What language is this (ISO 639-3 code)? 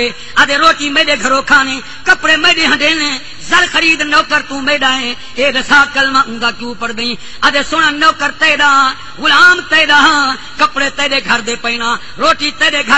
skr